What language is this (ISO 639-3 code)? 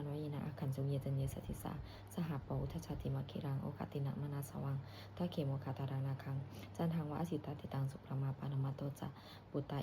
pli